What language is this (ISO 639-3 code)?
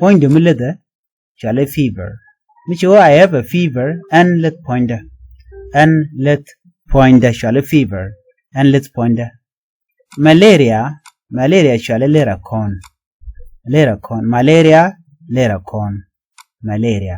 nus